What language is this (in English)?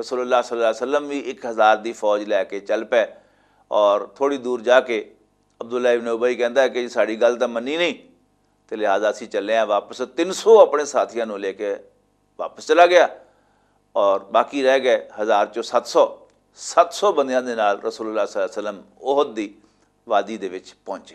Western Panjabi